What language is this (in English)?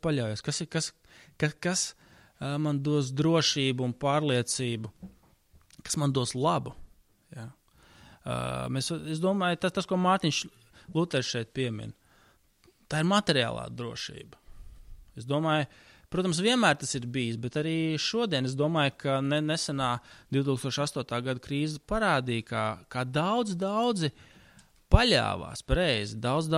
Latvian